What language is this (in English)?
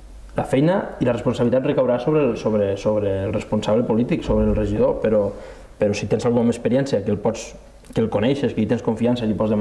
Catalan